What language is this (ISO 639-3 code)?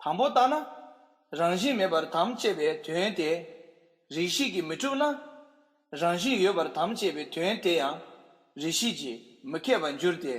bod